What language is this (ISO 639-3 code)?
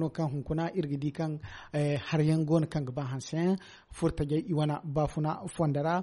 dje